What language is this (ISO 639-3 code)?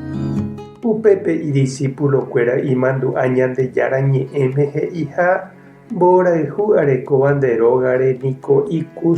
grn